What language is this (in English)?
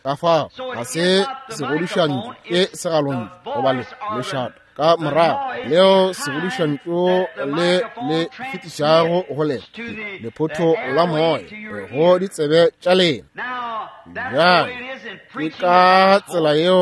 Northern Sotho